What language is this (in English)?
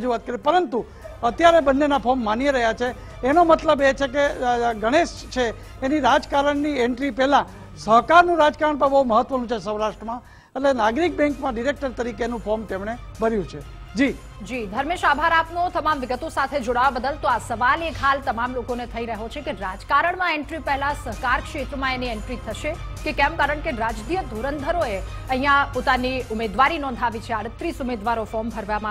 Gujarati